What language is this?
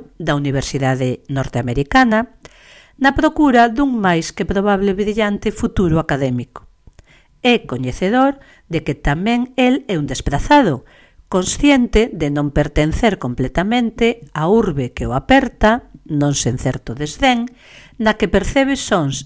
Galician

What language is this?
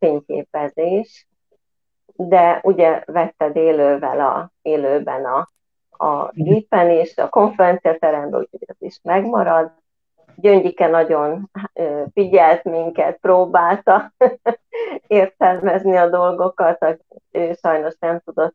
Hungarian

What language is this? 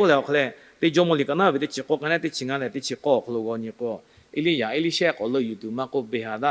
Lahu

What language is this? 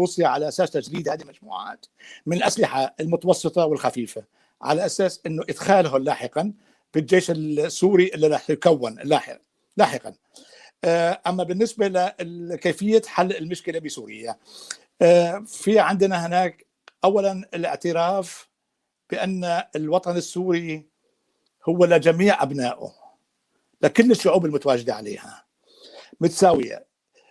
North Levantine Arabic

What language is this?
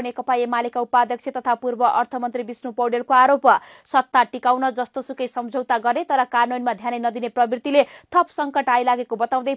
Nepali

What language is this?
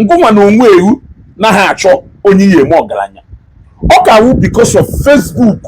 Igbo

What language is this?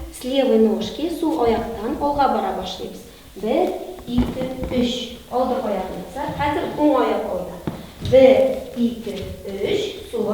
Tatar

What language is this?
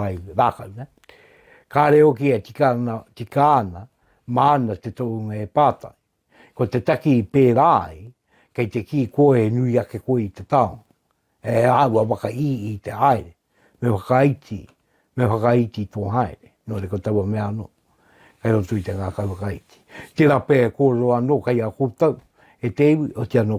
Māori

